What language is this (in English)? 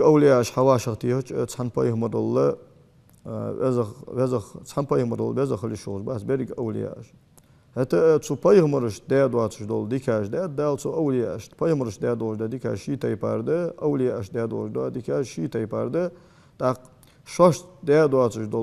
Ingush